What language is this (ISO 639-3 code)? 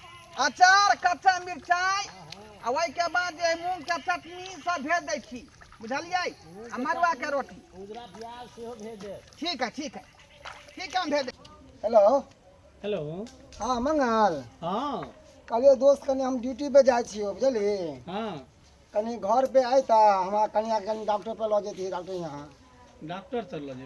mai